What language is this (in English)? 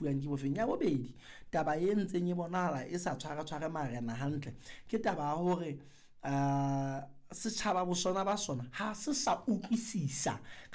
Southern Sotho